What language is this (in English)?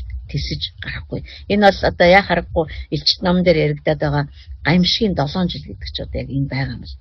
Mongolian